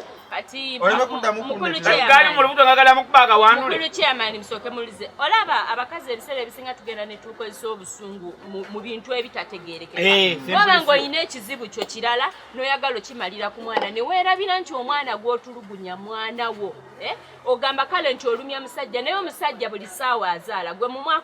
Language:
Ganda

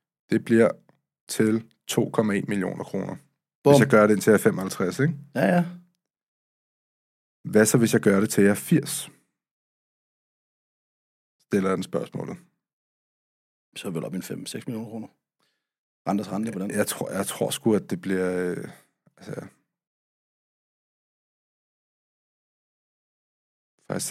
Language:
Danish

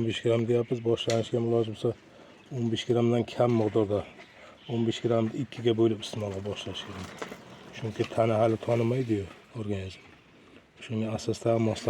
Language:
Uzbek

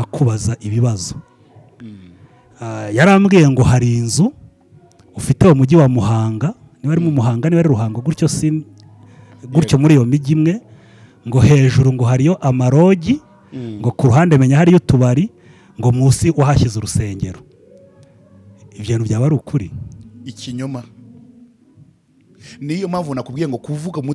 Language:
Kinyarwanda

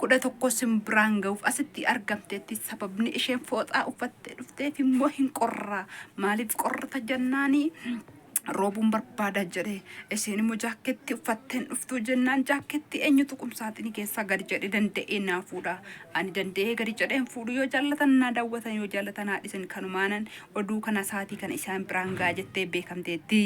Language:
Oromo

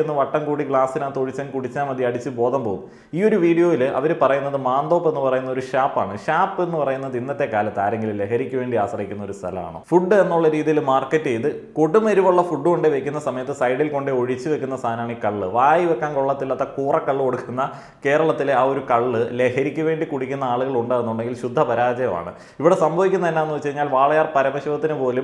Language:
Malayalam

